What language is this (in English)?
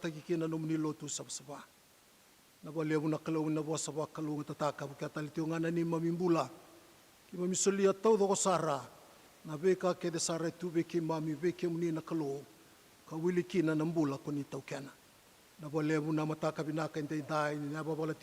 Fijian